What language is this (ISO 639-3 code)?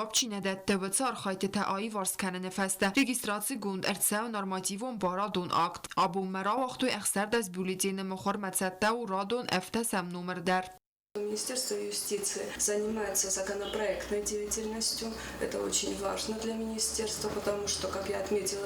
oss